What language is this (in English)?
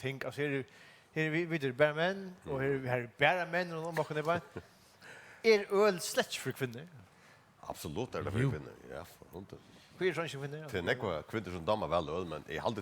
Faroese